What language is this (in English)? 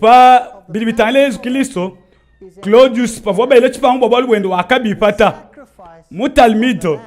Luba-Lulua